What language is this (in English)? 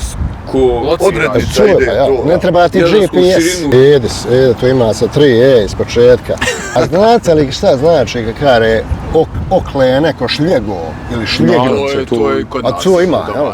Bosnian